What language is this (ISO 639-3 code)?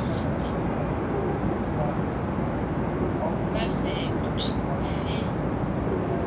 kin